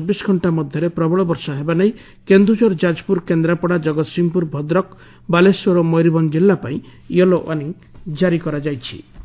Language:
Odia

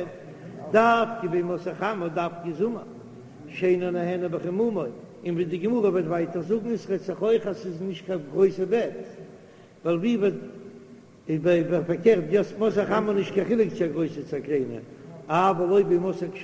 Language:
Yiddish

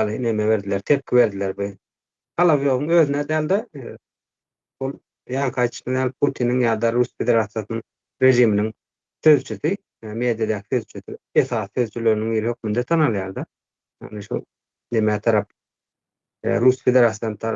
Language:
Turkmen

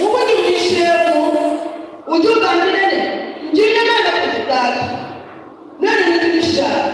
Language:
Luba-Lulua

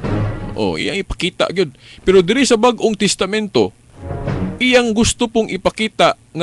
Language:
Cebuano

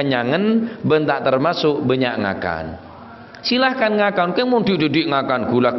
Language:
Madurese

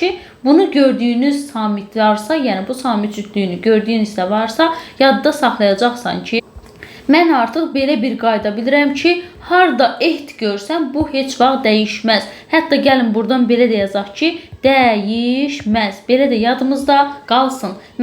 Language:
Azerbaijani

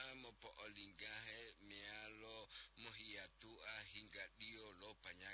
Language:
Gorontalo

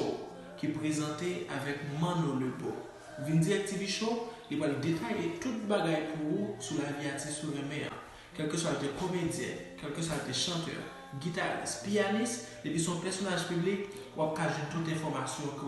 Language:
Haitian Creole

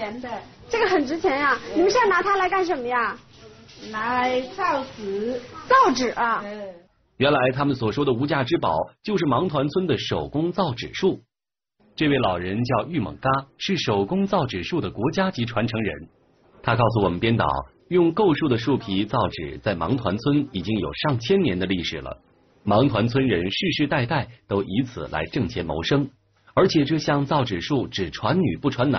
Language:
Chinese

